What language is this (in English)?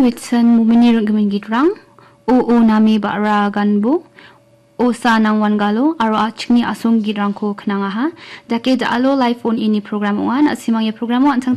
Garo